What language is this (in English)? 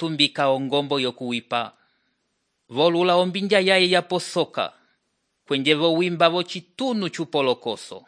Umbundu